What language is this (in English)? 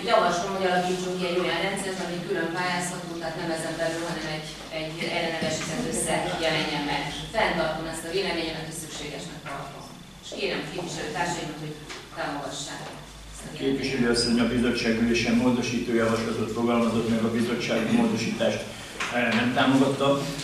Hungarian